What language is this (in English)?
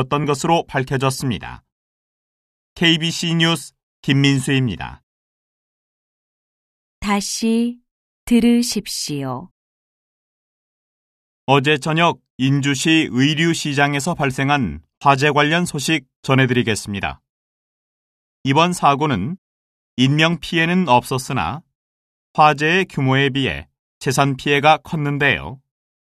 Korean